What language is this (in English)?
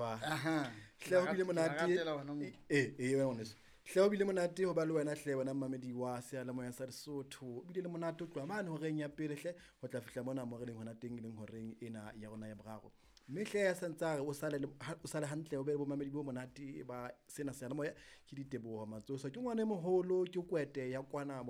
Southern Sotho